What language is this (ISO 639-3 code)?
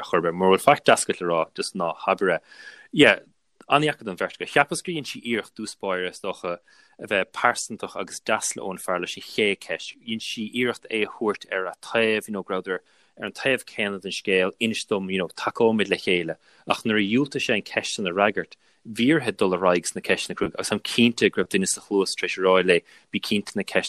gle